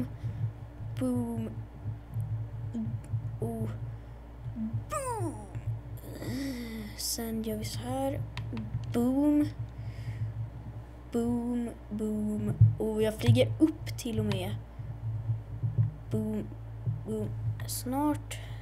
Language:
Swedish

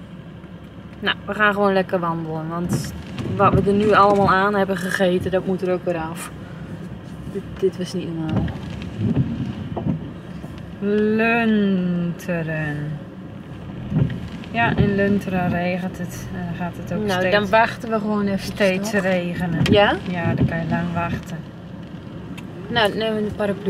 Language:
Dutch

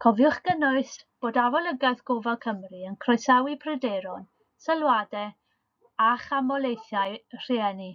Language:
Welsh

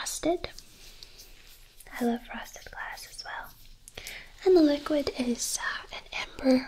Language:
English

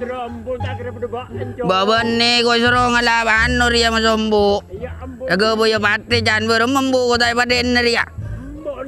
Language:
Madurese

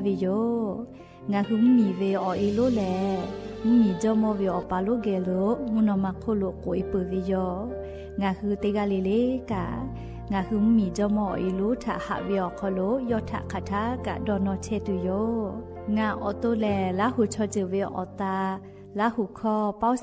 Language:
Lahu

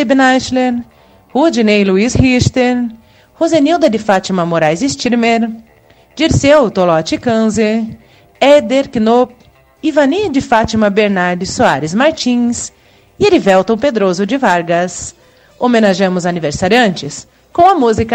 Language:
Portuguese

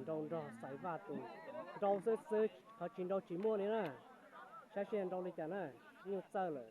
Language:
Hmong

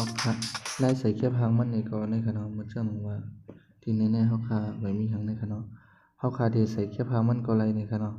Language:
Shan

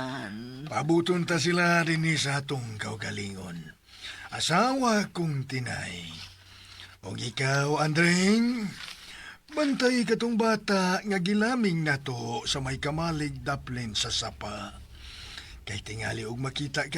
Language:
Cebuano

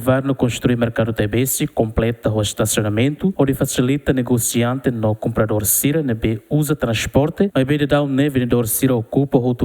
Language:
Tetum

